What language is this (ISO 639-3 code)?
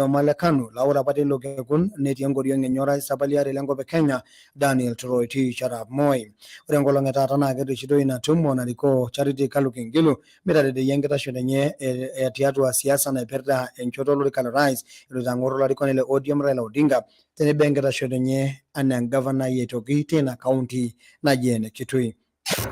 mas